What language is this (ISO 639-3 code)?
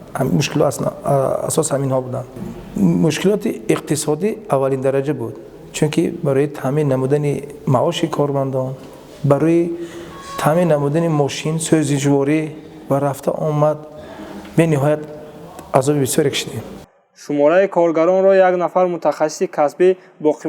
tgk